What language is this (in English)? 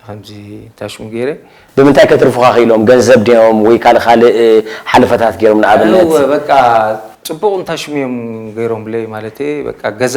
Tigrinya